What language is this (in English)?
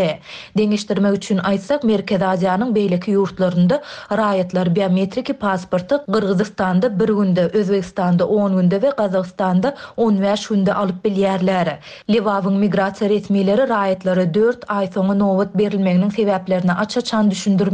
Turkmen